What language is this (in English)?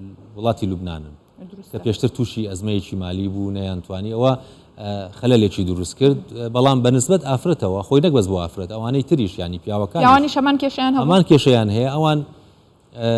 Central Kurdish